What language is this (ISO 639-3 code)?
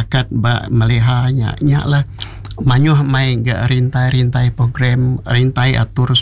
iba